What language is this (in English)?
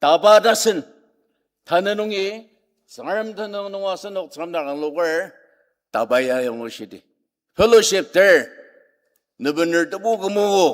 Ao Naga